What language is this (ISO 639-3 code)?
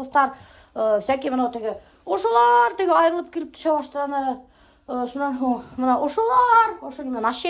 bak